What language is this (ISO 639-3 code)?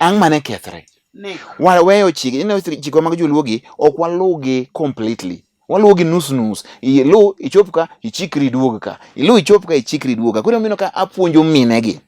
luo